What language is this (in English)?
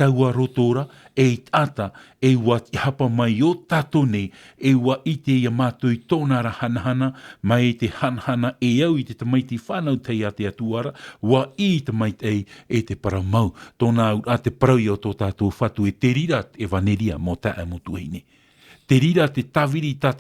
Tahitian